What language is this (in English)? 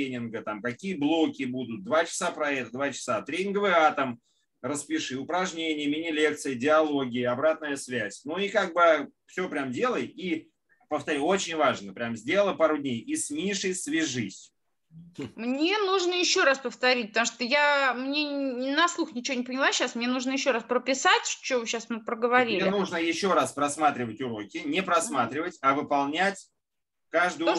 Russian